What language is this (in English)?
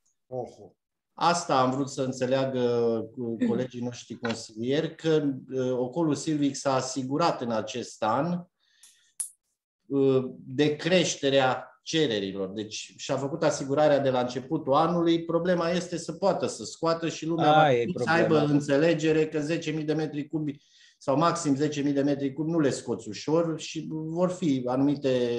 Romanian